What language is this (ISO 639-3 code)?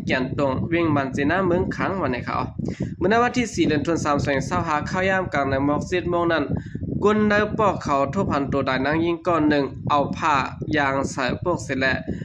shn